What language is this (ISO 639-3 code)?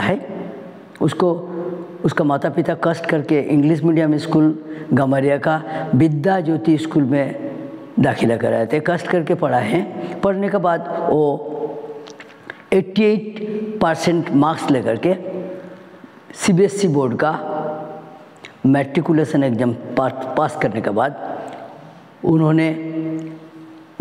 hin